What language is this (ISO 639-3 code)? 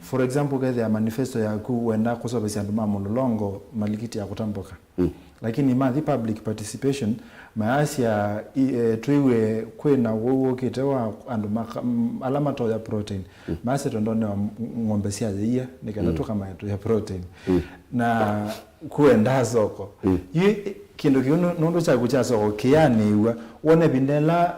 kam